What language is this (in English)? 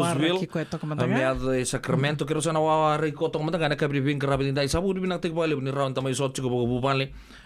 Fijian